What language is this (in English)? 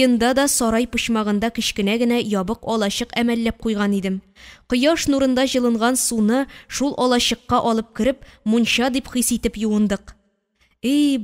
Tatar